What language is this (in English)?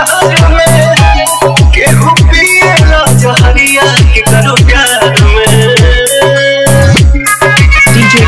Bhojpuri